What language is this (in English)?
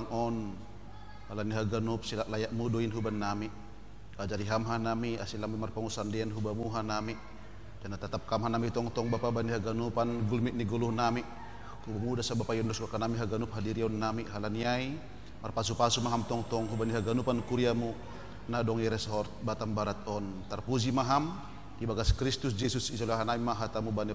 Batak Simalungun